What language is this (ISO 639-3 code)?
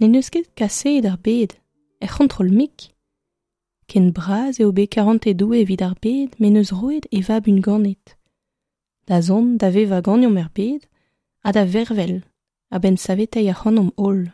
bre